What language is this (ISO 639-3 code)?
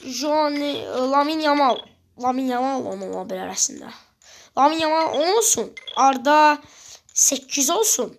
aze